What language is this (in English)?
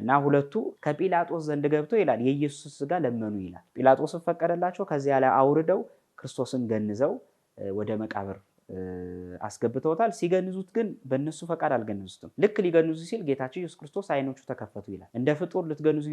Amharic